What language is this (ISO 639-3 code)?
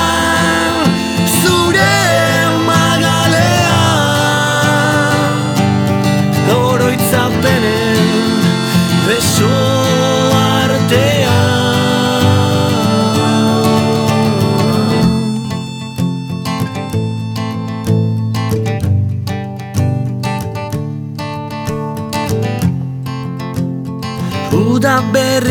eus